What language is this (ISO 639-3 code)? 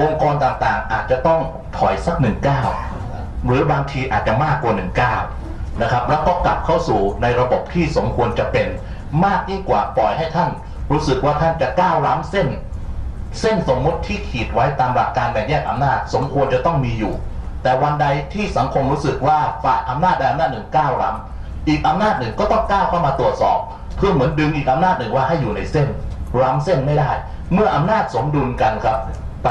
tha